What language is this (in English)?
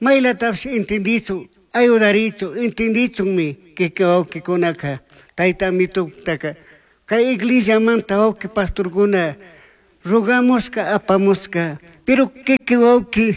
Chimborazo Highland Quichua